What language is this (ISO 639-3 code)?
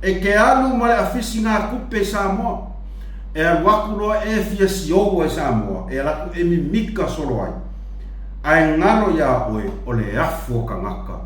smo